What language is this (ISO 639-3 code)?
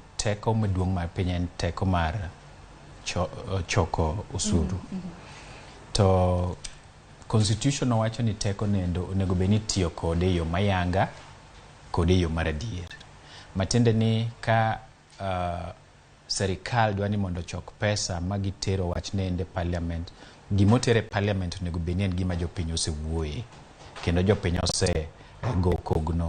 luo